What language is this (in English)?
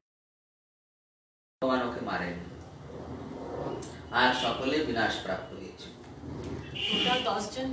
Bangla